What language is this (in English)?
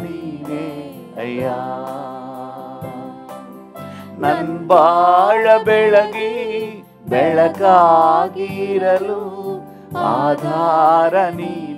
Kannada